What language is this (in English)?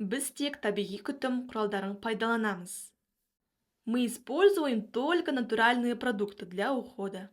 Kazakh